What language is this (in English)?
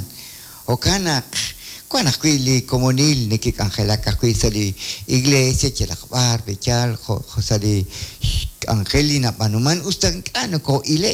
Kekchí